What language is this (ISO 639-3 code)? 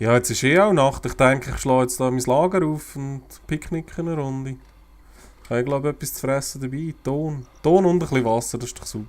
gsw